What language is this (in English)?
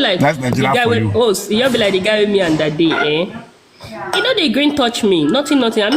Nigerian Pidgin